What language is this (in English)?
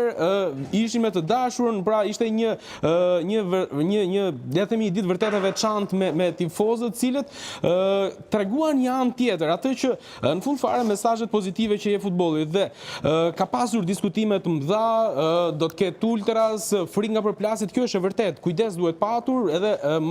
Albanian